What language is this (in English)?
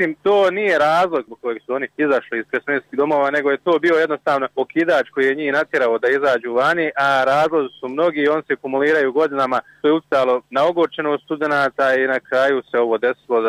Croatian